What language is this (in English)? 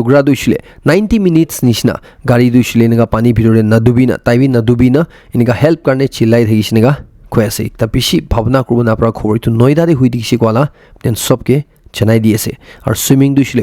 Naga Pidgin